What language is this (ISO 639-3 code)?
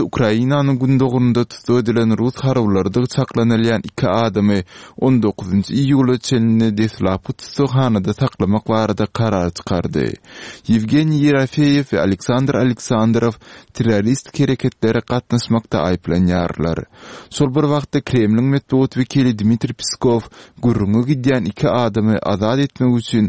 tuk